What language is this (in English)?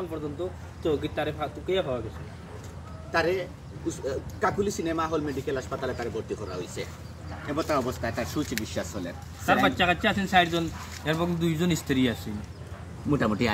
Sylheti